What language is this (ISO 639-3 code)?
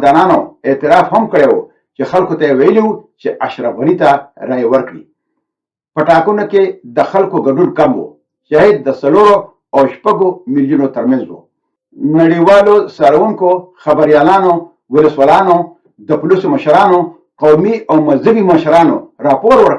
pus